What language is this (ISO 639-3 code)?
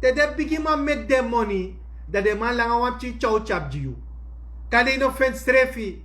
srn